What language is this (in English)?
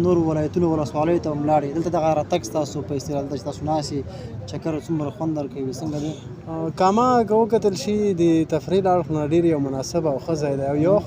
Pashto